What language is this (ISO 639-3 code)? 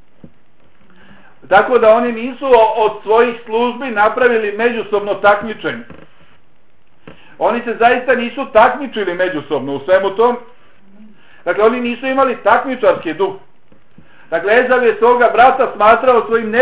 bos